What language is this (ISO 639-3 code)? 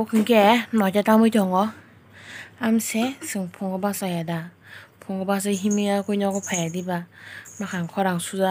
trp